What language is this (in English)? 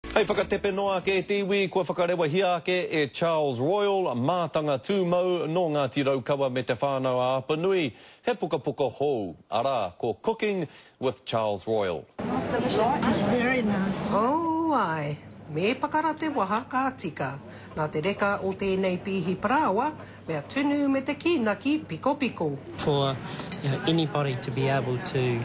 Māori